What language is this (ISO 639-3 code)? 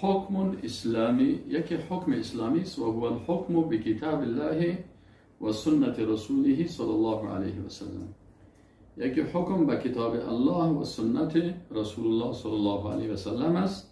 fas